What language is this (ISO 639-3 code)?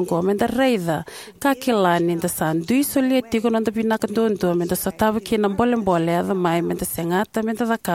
fij